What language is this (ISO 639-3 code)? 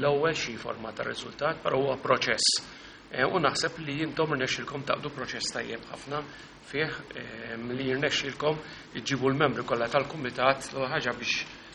mlt